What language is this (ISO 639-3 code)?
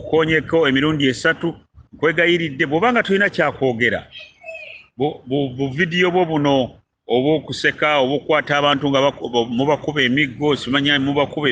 lug